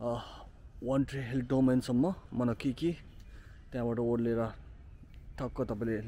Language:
Nepali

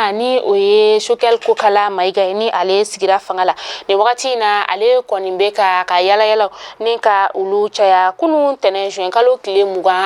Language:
Bambara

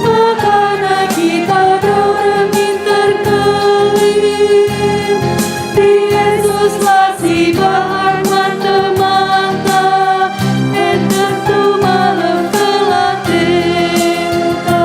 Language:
Batak Karo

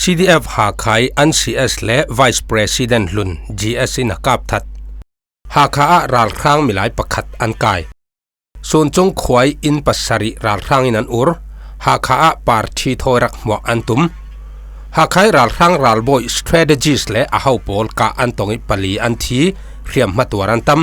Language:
Falam Chin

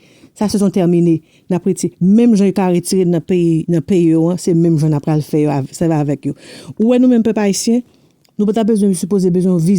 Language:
Haitian Creole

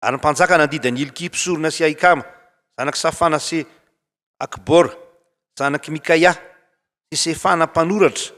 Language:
Malagasy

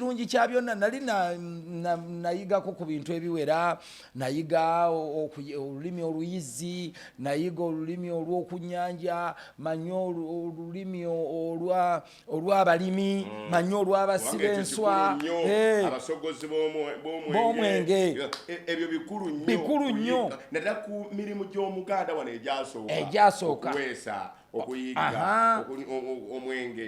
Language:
Ganda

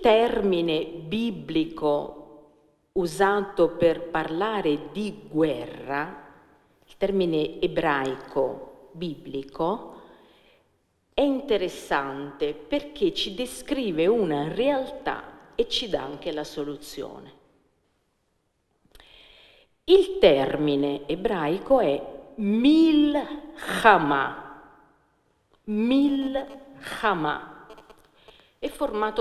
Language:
Italian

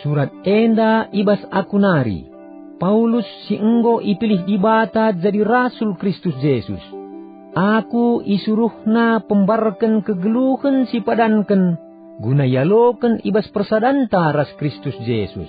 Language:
Batak Karo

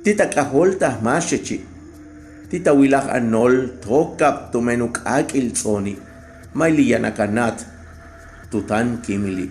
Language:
Yucateco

